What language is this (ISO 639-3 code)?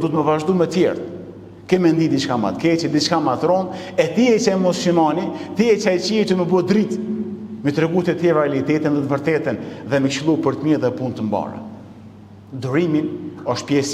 sqi